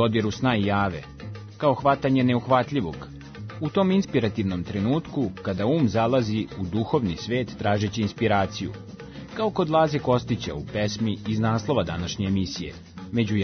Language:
Serbian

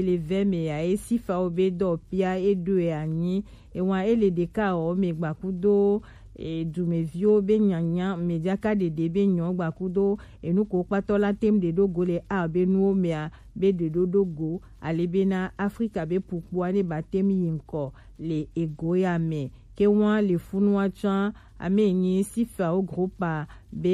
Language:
Gen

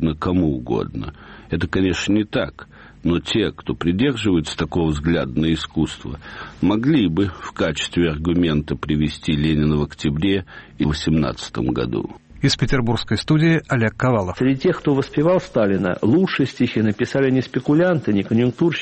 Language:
Russian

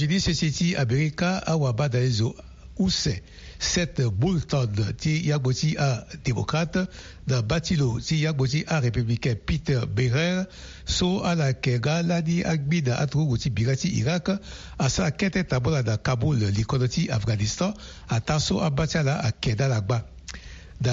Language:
Sango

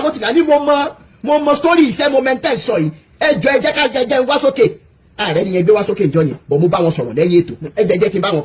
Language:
Yoruba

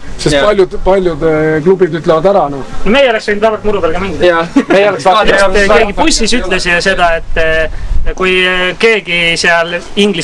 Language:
Estonian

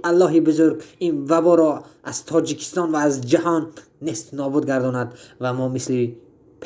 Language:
Tajik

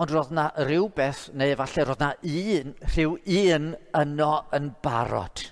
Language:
Welsh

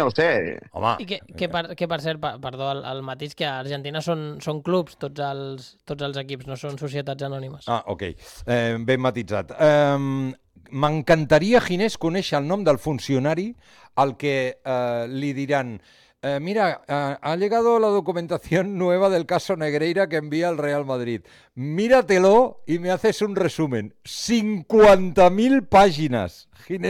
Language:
Catalan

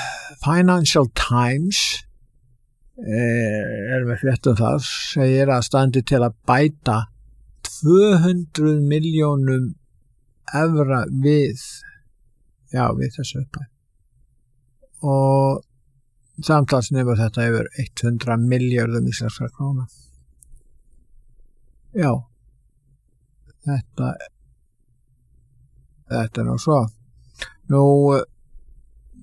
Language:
Icelandic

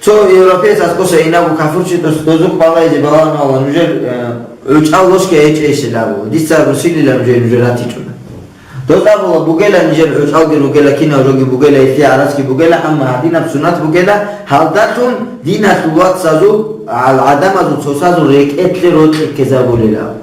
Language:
Avaric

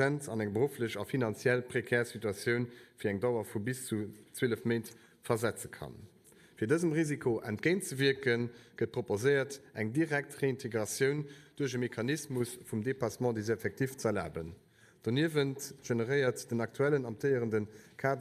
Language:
Luxembourgish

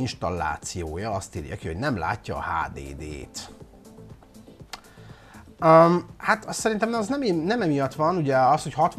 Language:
Hungarian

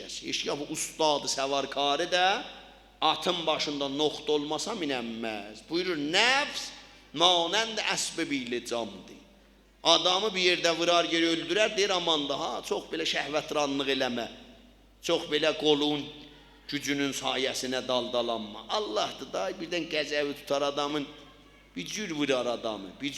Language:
South Azerbaijani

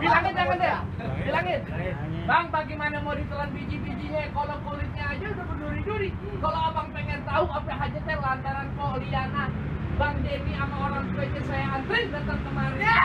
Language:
Betawi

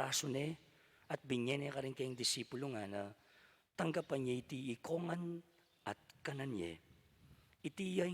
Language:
Pampanga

